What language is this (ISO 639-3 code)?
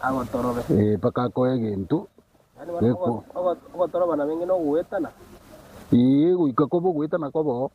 guz